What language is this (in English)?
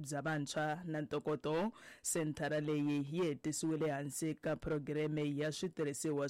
Tsonga